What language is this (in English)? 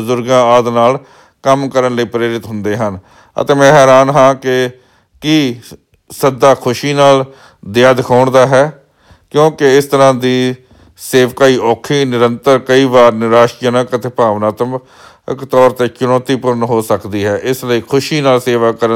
Punjabi